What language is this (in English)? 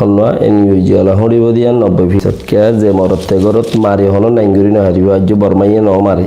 Rohingya